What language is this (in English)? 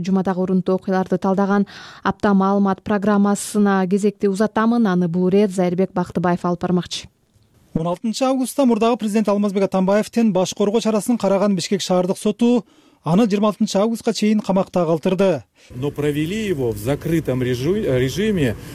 Kyrgyz